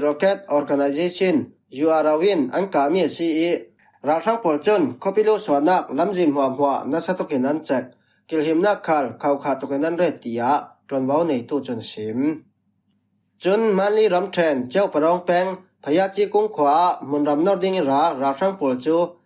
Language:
Falam Chin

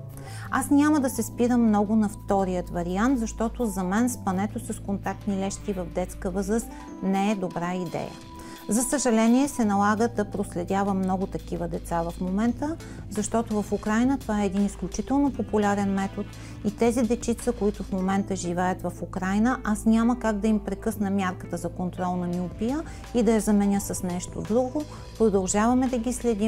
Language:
Bulgarian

